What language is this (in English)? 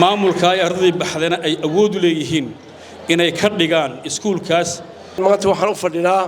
Somali